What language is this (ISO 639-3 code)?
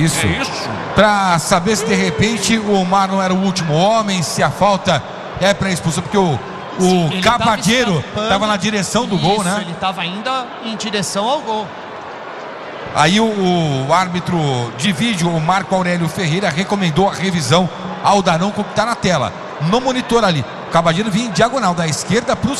por